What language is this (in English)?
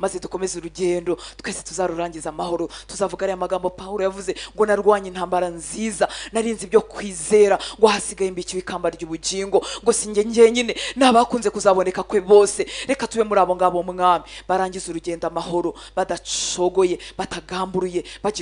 Kinyarwanda